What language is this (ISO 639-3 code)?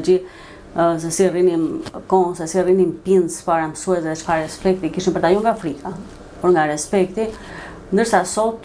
sqi